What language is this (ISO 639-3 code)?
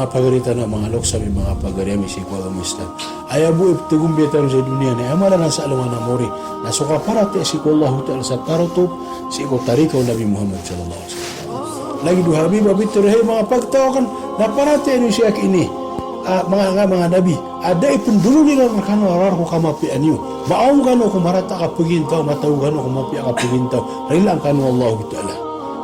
mrw